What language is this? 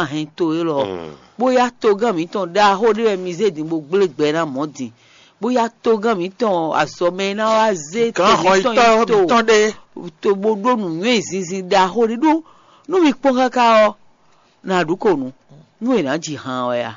Fon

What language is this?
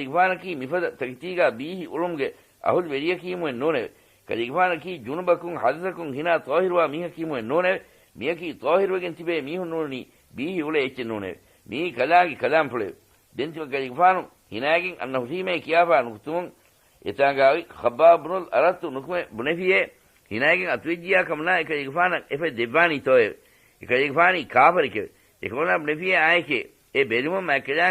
Divehi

